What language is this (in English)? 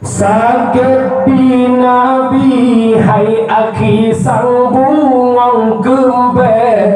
Achinese